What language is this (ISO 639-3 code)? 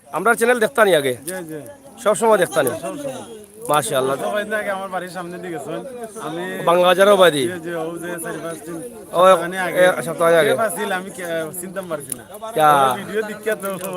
syl